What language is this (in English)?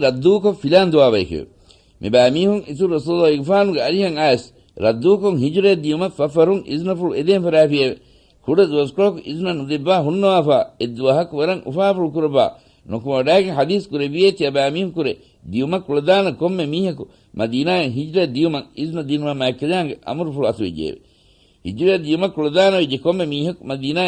Divehi